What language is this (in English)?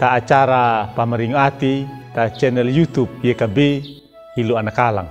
Anakalangu